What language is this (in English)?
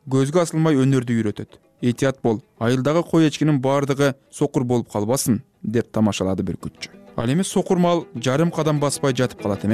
Kyrgyz